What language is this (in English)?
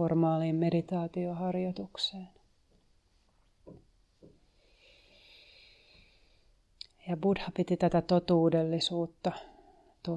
Finnish